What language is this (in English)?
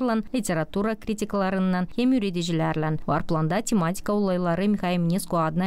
Gagauz